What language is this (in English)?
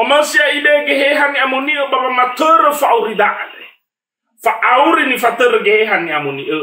Nias